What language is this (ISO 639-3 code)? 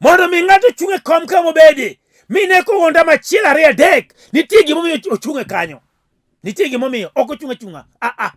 luo